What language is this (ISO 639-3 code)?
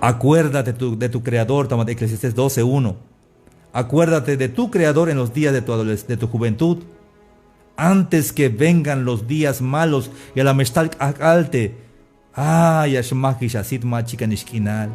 tzh